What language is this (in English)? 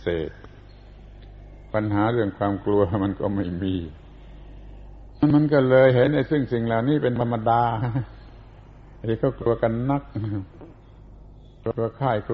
Thai